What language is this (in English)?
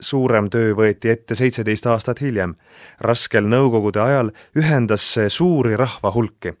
Estonian